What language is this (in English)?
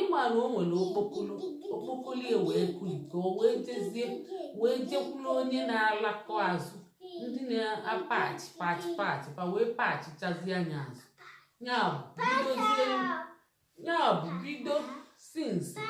Igbo